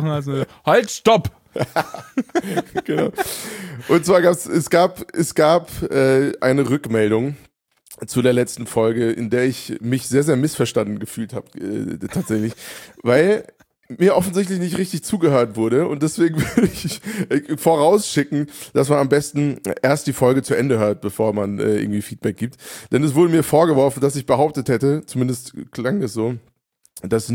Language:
German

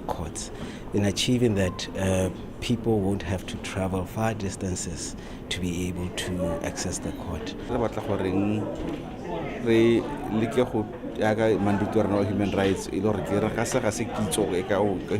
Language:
Tswana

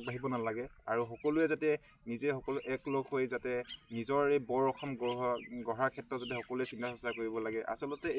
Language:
Assamese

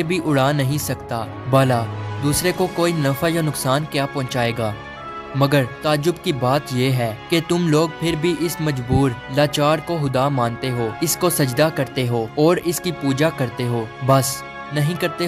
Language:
Urdu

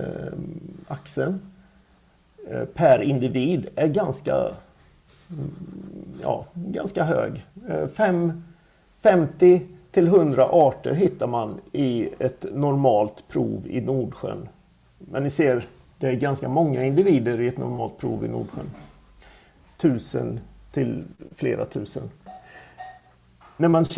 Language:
Swedish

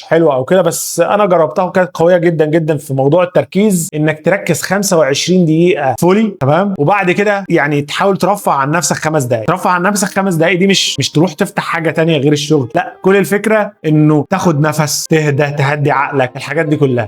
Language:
Egyptian Arabic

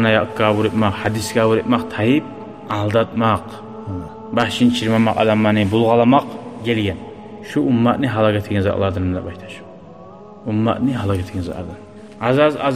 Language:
Kumyk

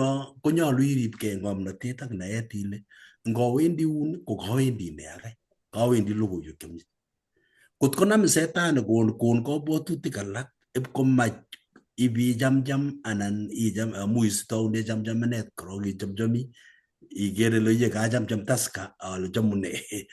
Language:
Kalenjin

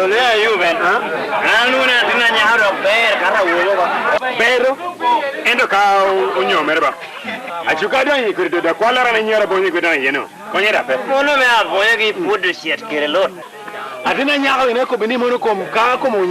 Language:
Lango (Uganda)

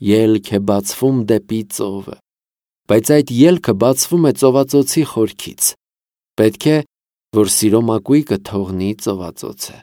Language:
Armenian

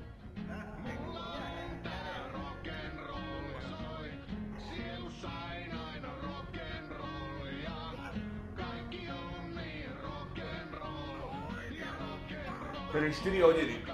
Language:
Slovak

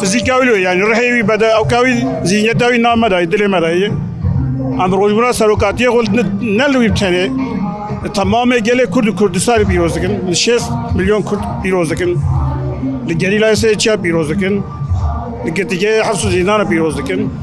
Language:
Kurdish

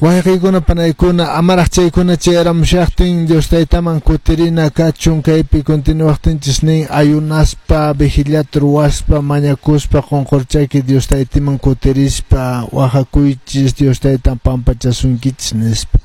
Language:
Quechua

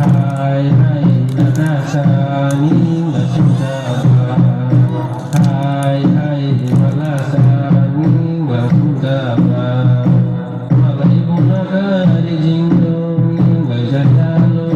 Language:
Dimasa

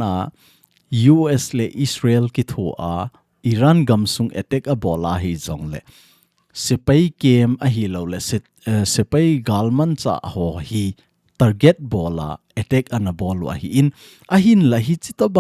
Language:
Thado Chin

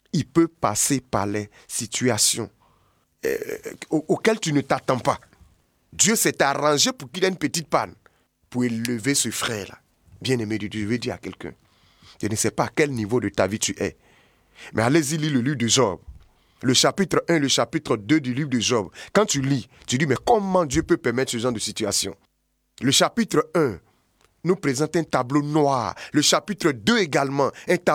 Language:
French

